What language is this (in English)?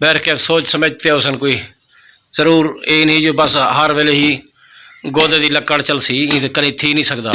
Saraiki